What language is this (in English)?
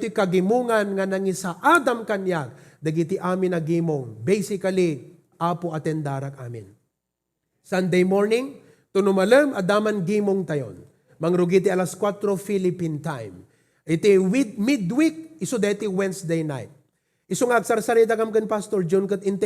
Iloko